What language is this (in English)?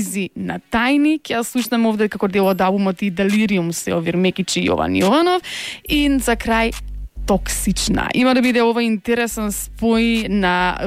Macedonian